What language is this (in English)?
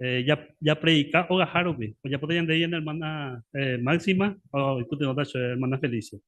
Guarani